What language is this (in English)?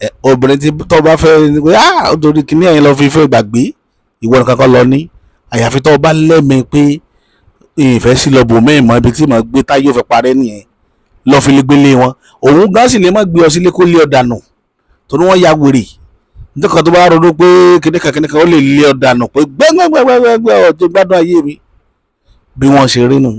Yoruba